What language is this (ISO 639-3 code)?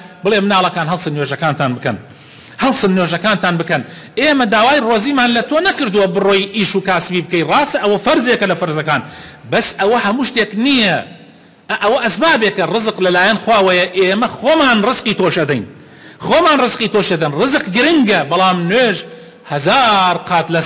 ckb